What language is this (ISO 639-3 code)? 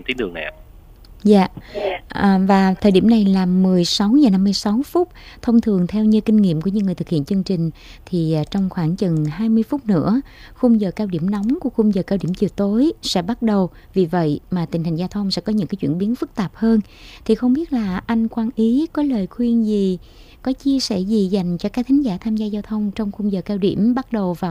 vie